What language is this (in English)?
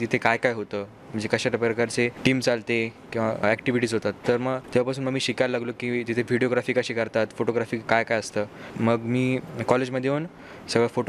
Marathi